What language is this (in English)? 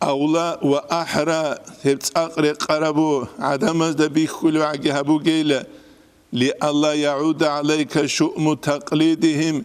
Avaric